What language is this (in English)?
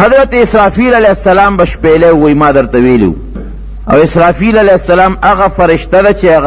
Pashto